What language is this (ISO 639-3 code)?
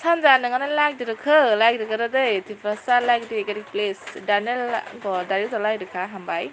trp